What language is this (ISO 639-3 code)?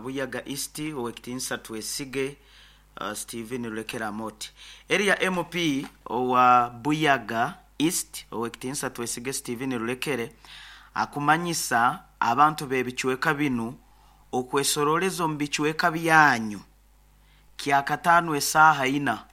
nyo